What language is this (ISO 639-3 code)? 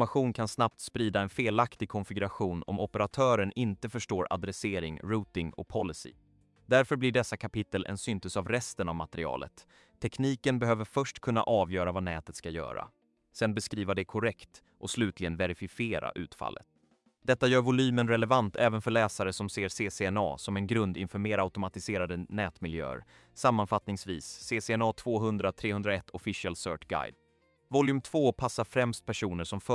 swe